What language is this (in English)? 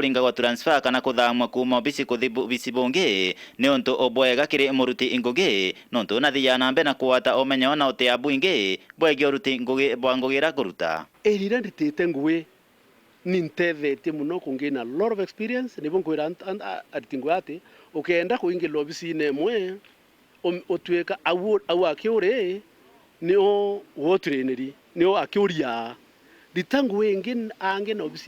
Meru